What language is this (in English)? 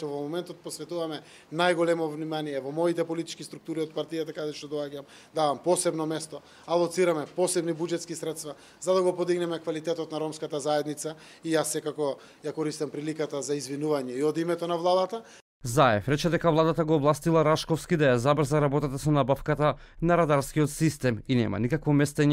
Macedonian